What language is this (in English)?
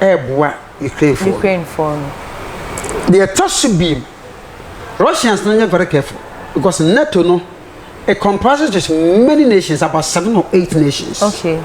Akan